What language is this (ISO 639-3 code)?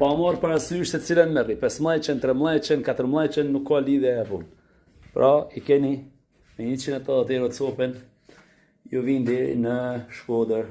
sqi